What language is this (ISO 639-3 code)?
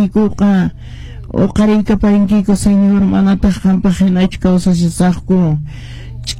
que